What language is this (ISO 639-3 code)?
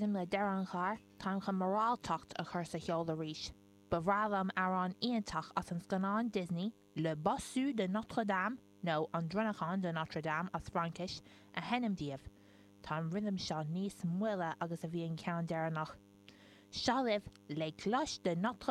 gle